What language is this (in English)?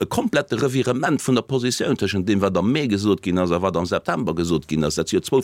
Luxembourgish